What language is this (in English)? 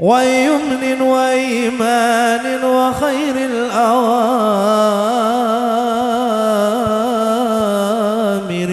Madurese